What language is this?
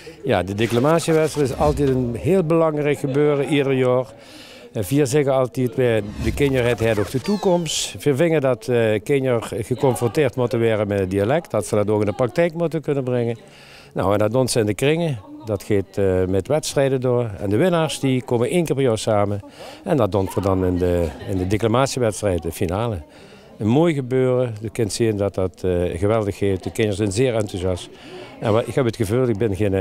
Limburgish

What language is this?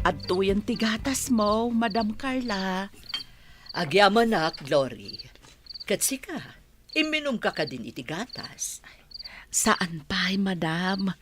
Iloko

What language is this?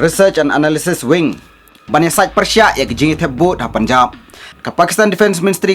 Khasi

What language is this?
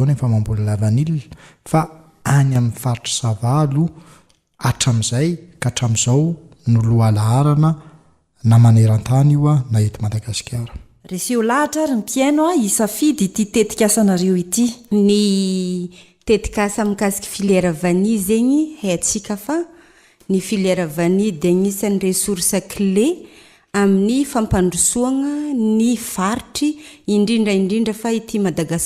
Malagasy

